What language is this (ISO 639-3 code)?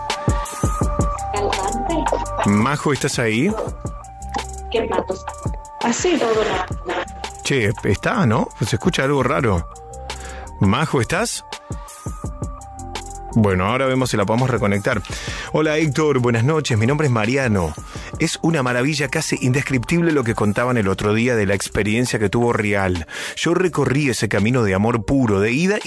spa